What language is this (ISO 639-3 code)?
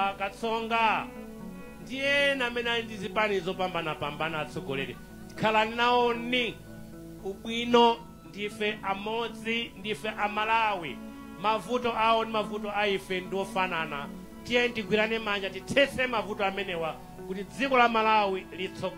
nya